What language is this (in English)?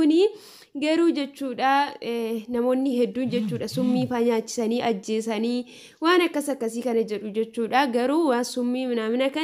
Oromo